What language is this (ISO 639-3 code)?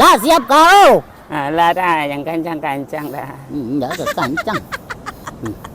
min